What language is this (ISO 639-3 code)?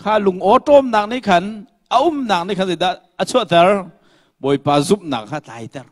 cnh